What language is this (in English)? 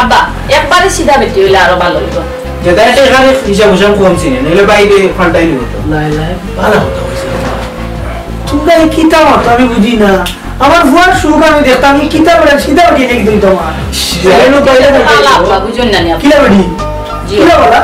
Sylheti